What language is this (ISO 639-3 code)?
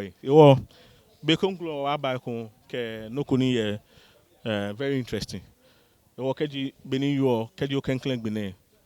gaa